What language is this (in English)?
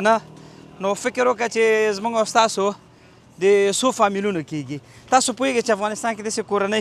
Pashto